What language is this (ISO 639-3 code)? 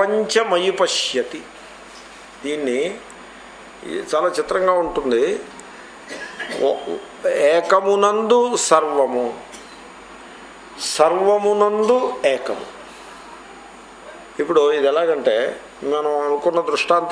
tel